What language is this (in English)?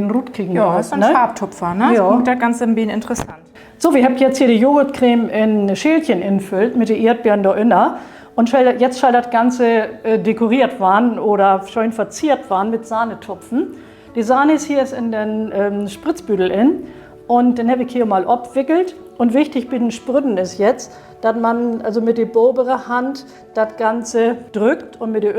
Low German